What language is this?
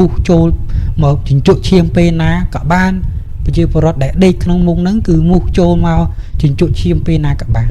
Khmer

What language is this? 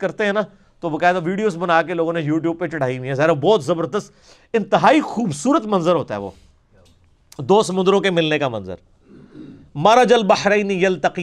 Urdu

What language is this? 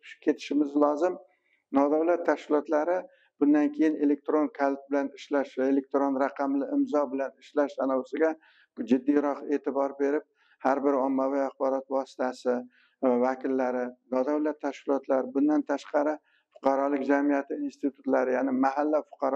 Uzbek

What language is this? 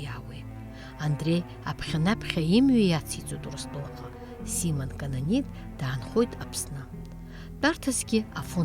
Abkhazian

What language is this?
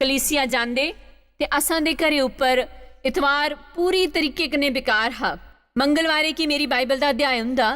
Dogri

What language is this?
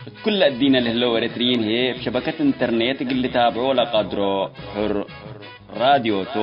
Tigre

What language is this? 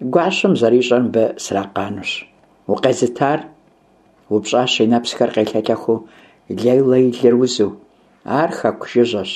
Kabardian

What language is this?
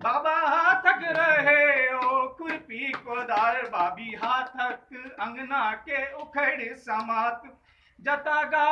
Maithili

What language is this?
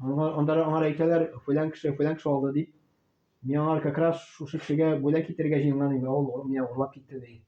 Tatar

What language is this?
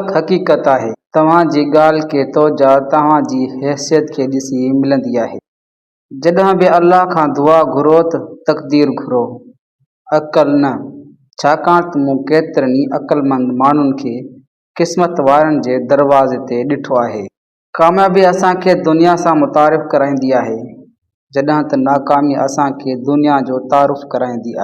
Sindhi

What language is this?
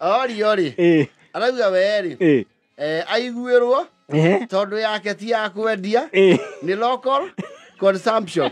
Kikuyu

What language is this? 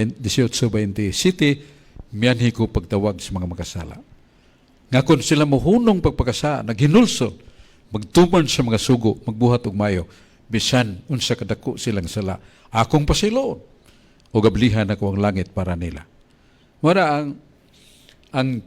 Cebuano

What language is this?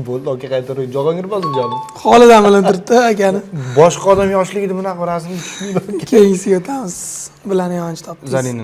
Uzbek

